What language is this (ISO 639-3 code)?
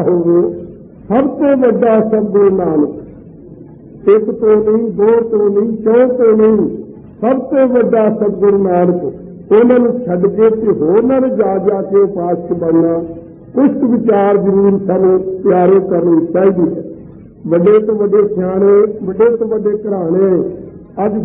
pan